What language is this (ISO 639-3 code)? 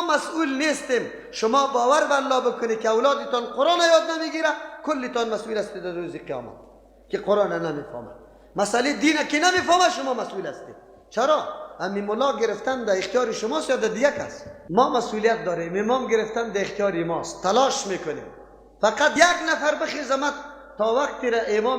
fas